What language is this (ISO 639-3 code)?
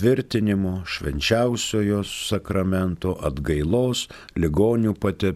lit